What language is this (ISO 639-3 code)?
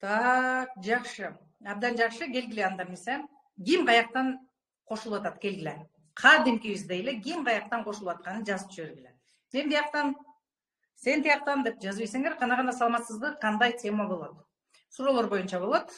kir